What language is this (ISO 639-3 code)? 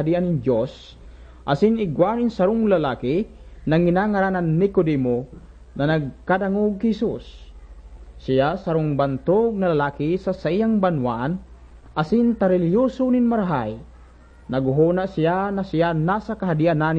bik